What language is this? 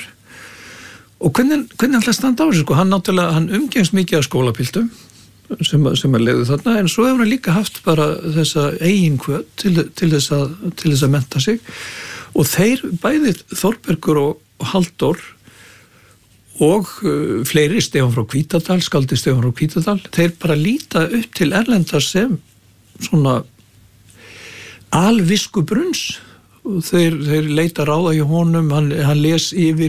Icelandic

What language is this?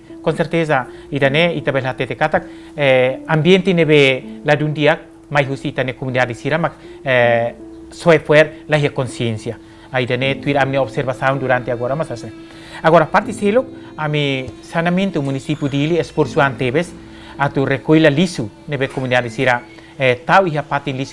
Tetum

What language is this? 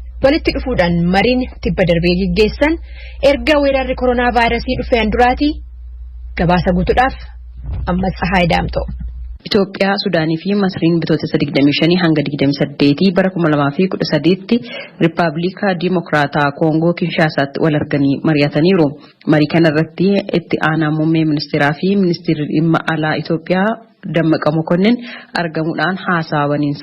Oromo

